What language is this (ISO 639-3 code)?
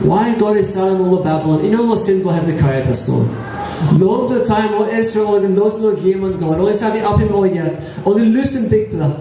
tpi